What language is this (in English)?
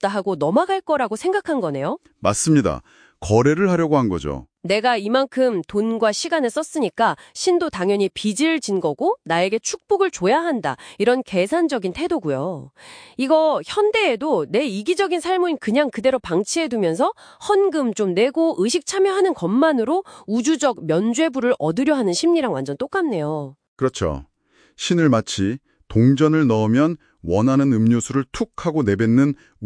Korean